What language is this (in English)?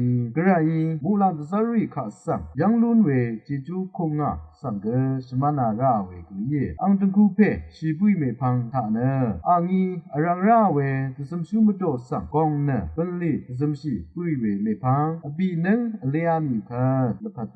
Rawang